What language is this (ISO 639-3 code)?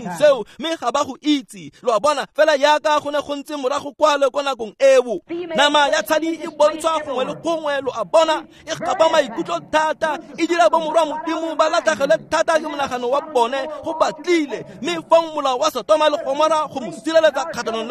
tsn